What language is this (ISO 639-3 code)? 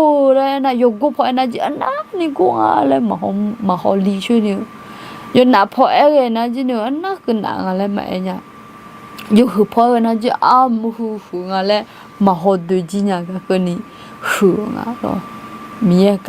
ahk